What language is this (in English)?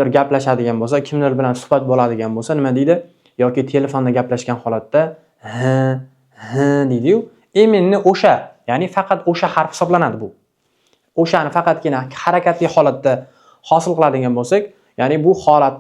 Uzbek